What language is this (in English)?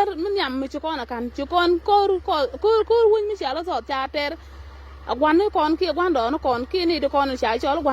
Nuer